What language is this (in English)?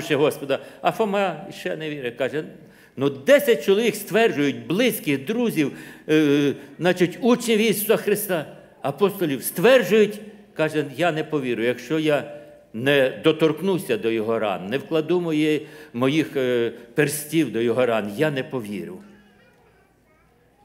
Ukrainian